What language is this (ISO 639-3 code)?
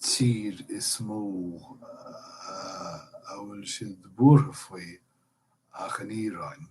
gle